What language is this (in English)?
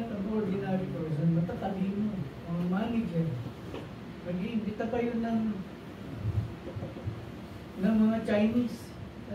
Filipino